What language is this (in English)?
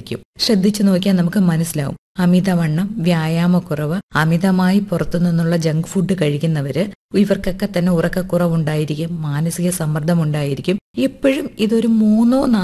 Malayalam